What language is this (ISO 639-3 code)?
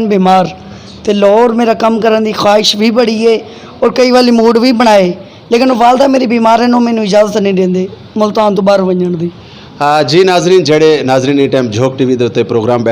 skr